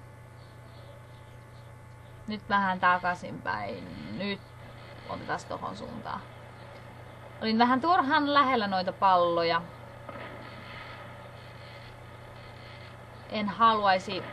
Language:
Finnish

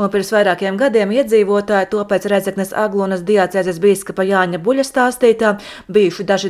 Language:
Latvian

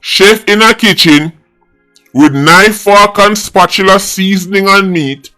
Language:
Jamaican Creole English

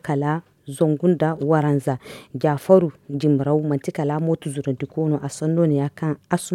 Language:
Zarma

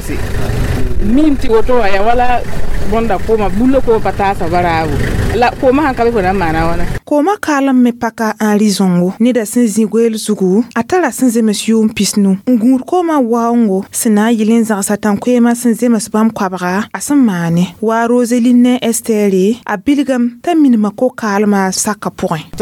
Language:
Mossi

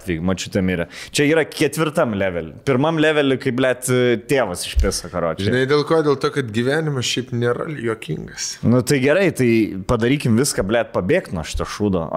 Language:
Lithuanian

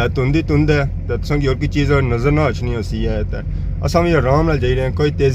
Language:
Pahari-Potwari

